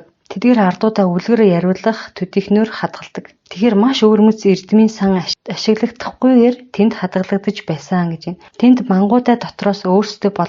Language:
Mongolian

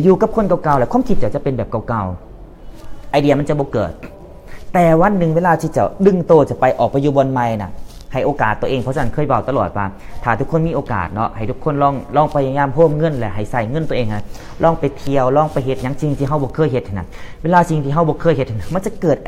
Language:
Lao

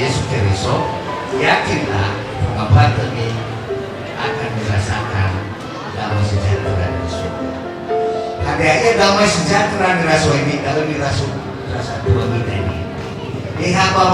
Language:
Nias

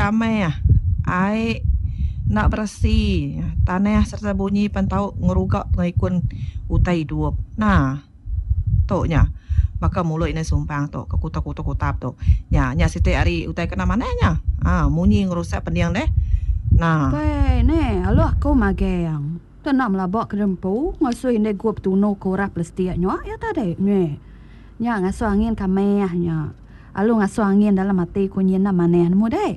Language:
Iban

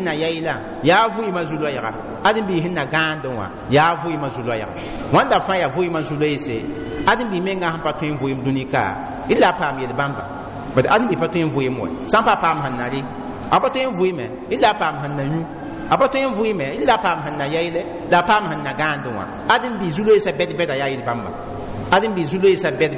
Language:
Mossi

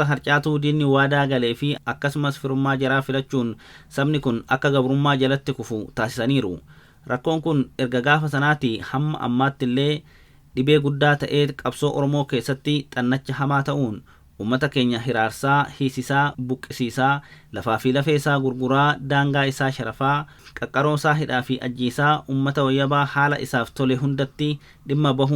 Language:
Oromo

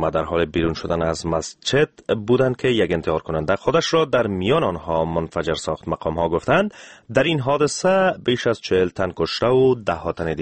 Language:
Persian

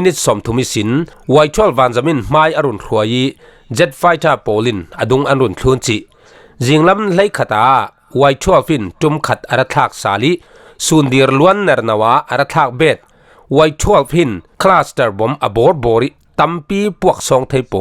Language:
Falam Chin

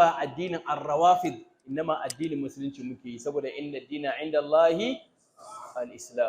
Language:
Hausa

